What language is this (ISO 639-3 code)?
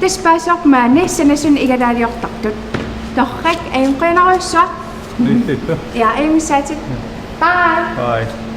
kal